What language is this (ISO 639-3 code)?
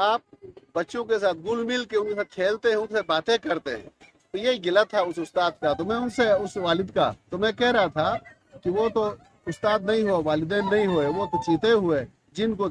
urd